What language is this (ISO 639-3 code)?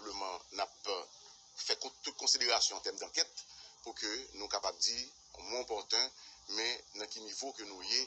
hat